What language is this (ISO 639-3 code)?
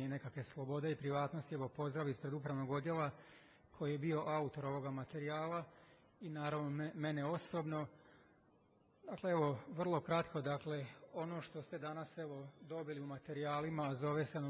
hrv